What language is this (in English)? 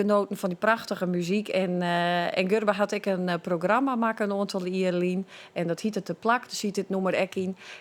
Western Frisian